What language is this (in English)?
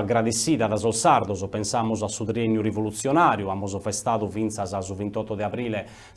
Sardinian